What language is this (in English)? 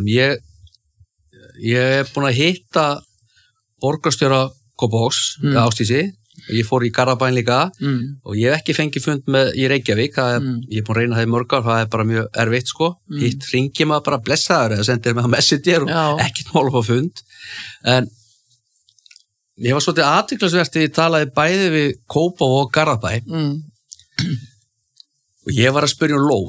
Icelandic